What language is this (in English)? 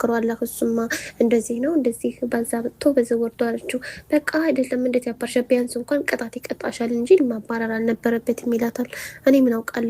Amharic